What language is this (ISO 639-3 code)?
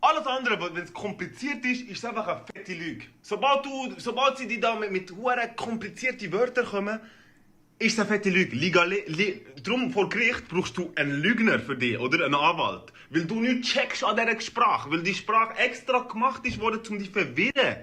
gsw